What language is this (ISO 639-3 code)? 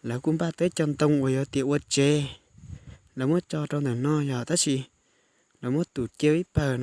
hmn